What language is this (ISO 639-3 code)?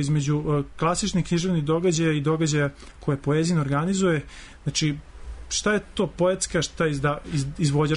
srp